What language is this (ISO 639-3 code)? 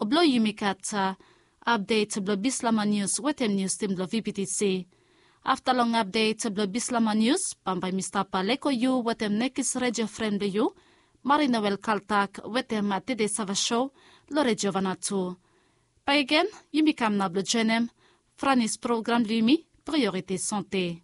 bis